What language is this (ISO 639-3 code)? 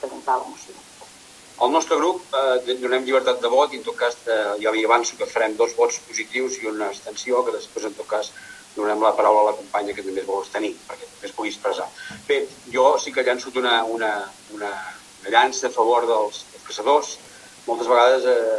cat